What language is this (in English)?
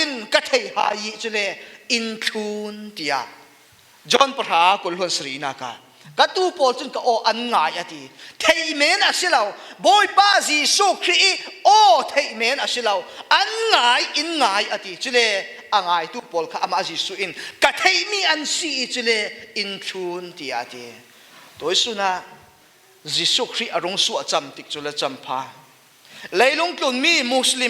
Falam Chin